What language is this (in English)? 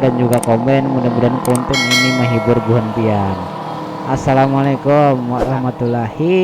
Banjar